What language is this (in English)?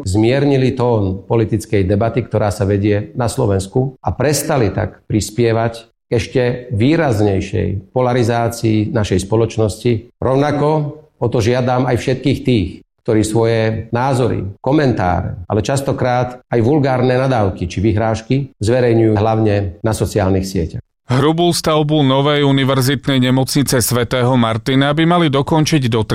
Slovak